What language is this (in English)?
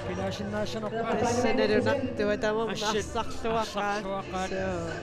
Kalaallisut